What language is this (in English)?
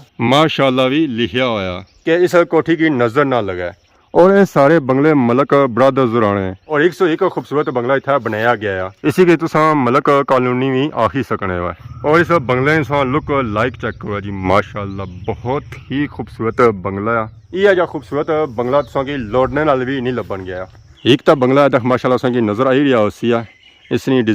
Pahari-Potwari